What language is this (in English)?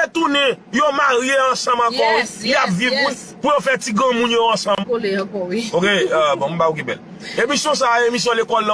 Haitian Creole